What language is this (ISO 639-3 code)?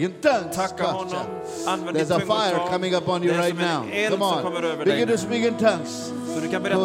swe